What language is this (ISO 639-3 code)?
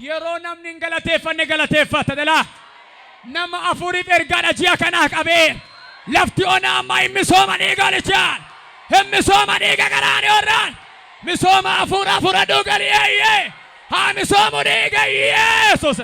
orm